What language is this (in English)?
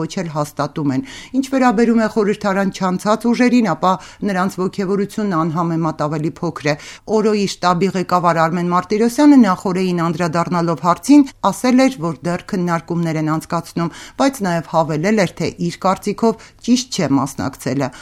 Armenian